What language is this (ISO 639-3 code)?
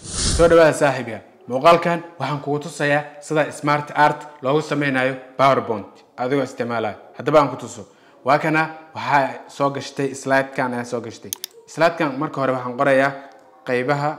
som